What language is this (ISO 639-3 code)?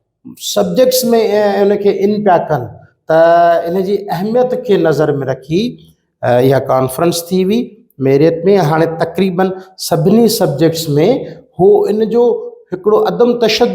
snd